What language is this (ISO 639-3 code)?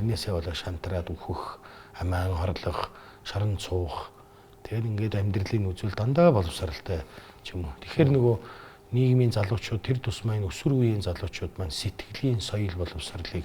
mon